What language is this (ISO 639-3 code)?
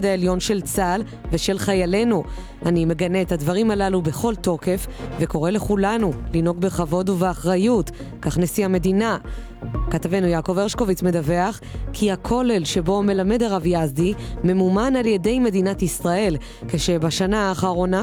heb